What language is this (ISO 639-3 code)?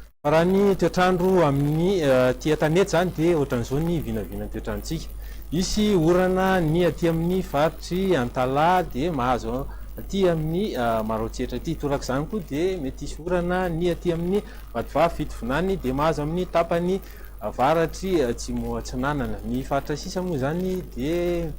mlg